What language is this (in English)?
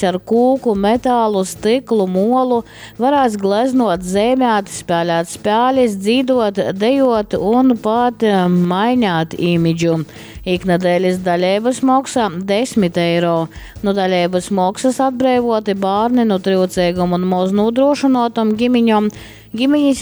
Latgalian